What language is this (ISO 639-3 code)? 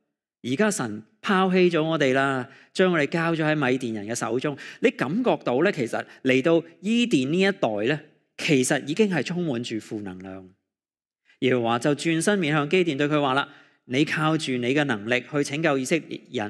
yue